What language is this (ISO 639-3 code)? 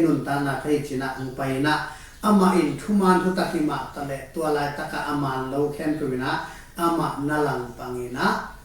ctd